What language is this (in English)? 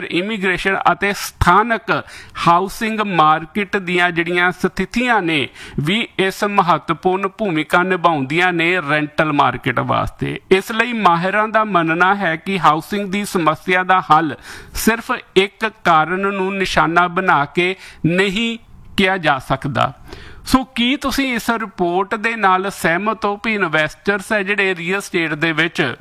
Punjabi